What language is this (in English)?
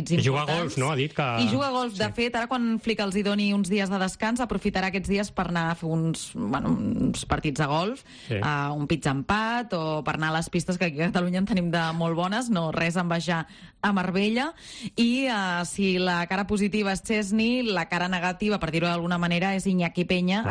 Catalan